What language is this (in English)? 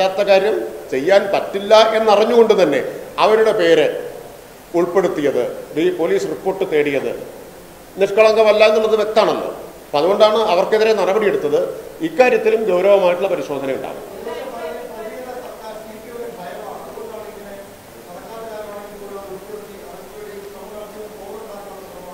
Malayalam